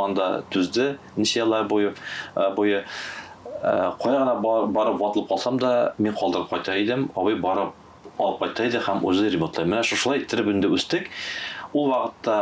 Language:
Tatar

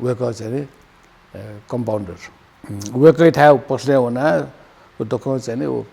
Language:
Newari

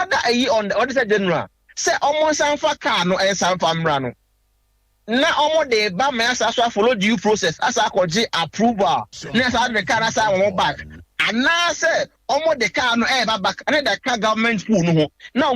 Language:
Akan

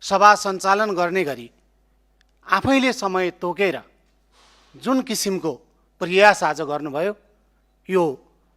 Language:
Nepali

